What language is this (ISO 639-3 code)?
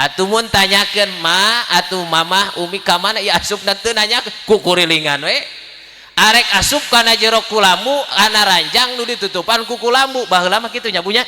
sun